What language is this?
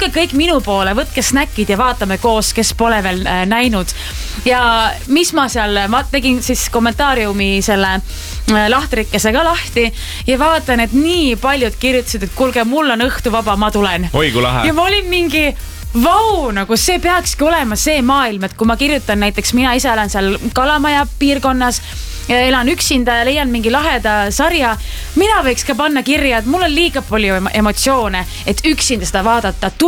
Estonian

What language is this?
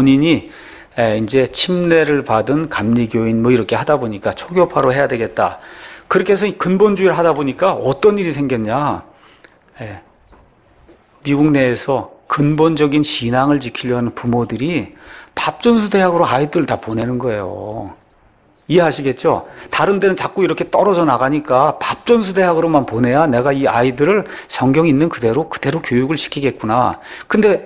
Korean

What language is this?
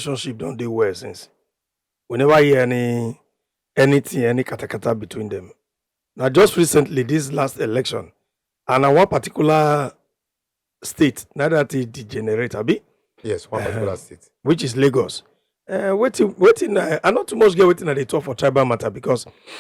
Nigerian Pidgin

